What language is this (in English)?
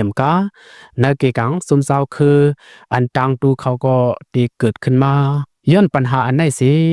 Shan